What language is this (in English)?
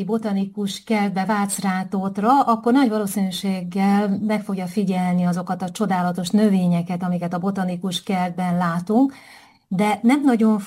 Hungarian